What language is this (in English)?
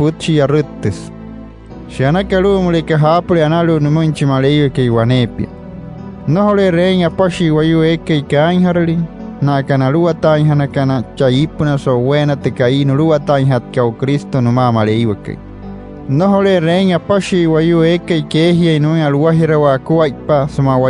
Wayuu